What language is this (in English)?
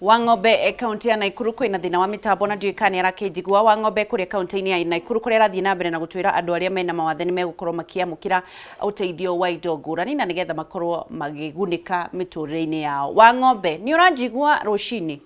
Kikuyu